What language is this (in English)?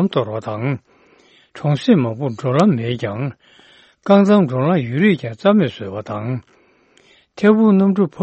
Tibetan